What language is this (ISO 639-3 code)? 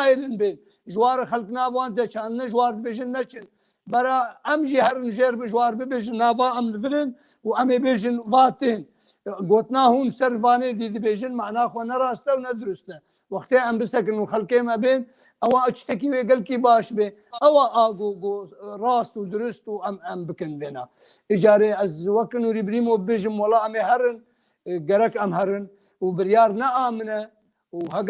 kur